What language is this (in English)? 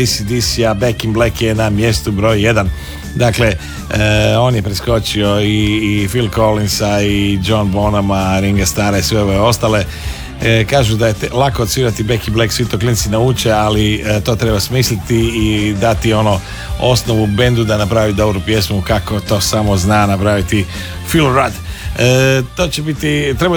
Croatian